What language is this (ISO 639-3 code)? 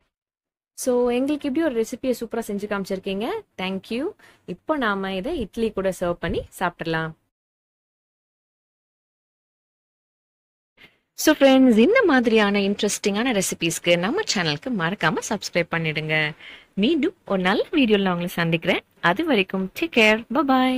tam